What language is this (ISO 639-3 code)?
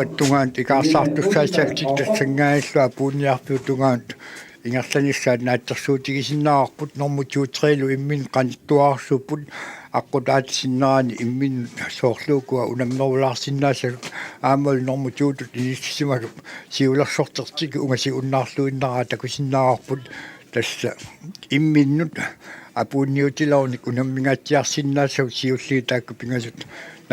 kal